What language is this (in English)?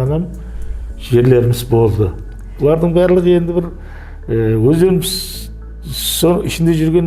Kara-Kalpak